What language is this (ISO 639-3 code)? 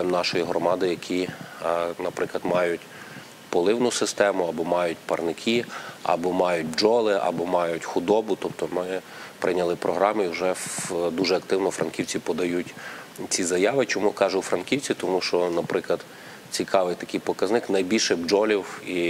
ukr